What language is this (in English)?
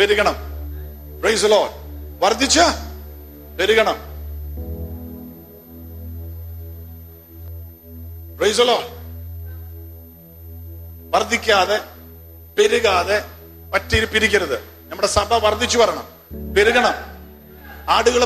Malayalam